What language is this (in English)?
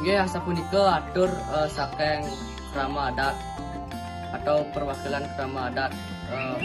Balinese